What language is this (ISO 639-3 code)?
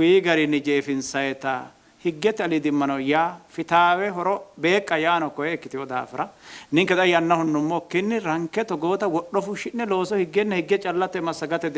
sid